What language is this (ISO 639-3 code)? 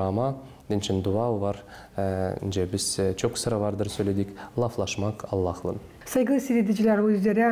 gag